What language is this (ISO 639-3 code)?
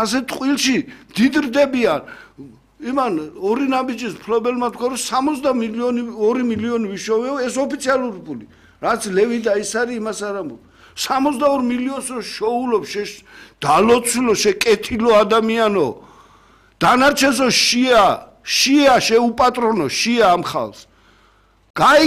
kat